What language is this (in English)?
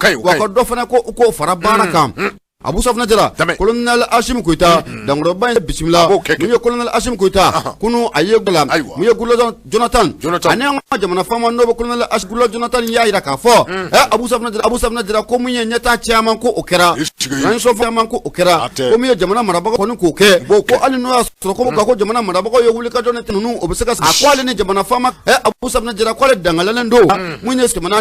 Bambara